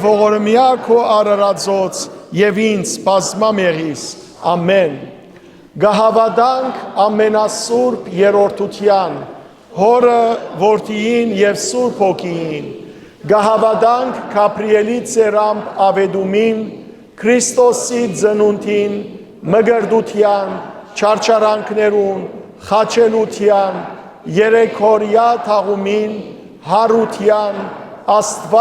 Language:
Western Armenian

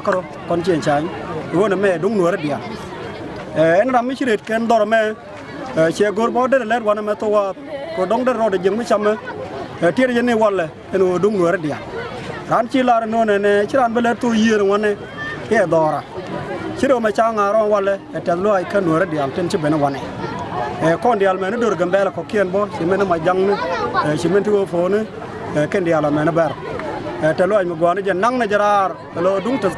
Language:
Nuer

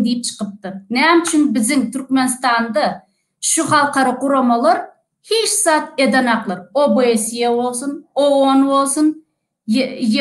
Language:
Turkmen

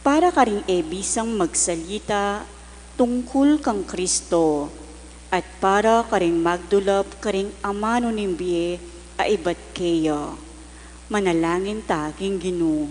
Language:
Pampanga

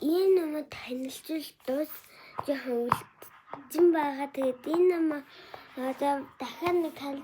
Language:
Mongolian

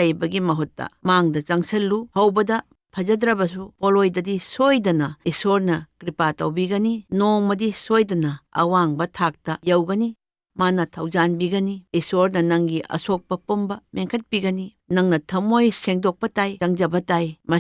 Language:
Manipuri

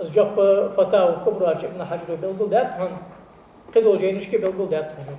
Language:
Ingush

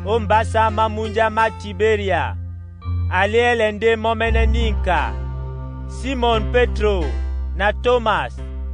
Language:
Duala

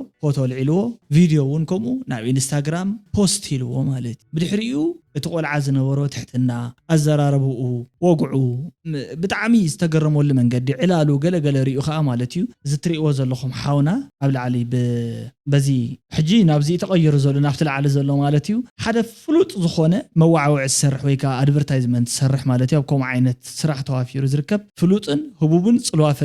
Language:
Tigrinya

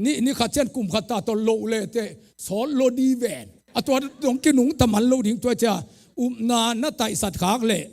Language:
Tedim Chin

